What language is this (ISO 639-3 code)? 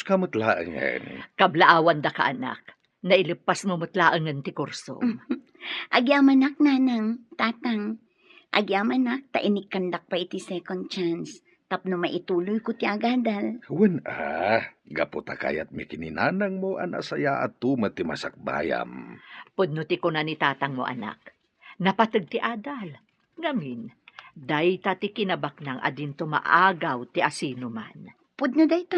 ilo